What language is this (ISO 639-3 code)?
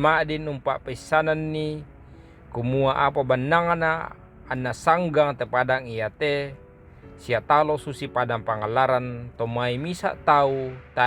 sda